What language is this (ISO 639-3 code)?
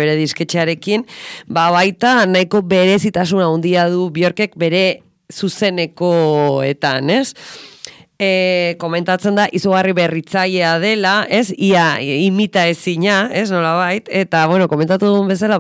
eus